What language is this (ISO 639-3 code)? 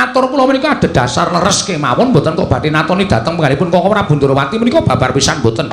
jav